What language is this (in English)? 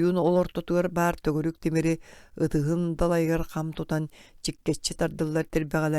Yakut